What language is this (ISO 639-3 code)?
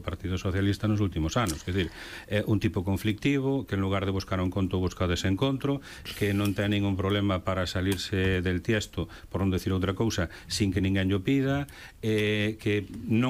glg